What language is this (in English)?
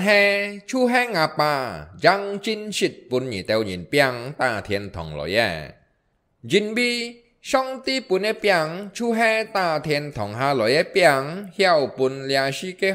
Hakka Chinese